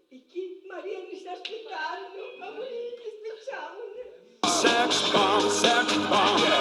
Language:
Sicilian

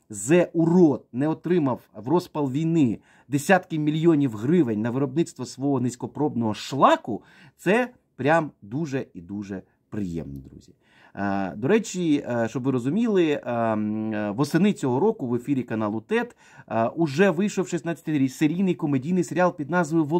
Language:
Ukrainian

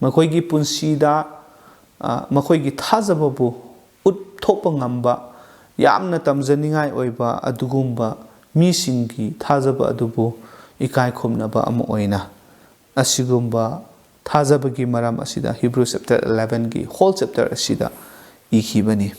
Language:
Manipuri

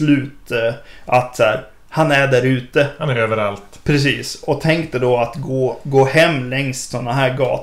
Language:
Swedish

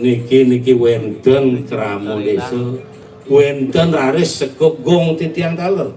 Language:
Balinese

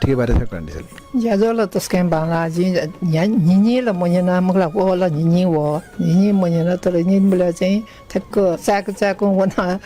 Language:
Newari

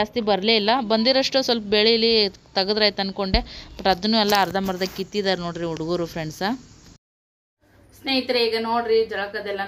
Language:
Kannada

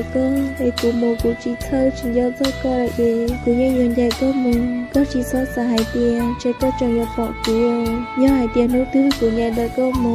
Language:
Hmong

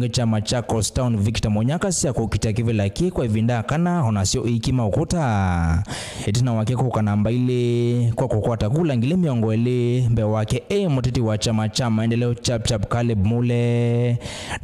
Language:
Kamba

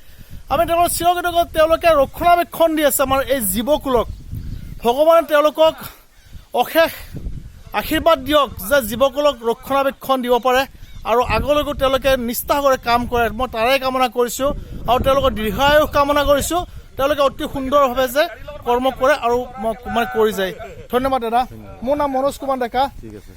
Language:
Assamese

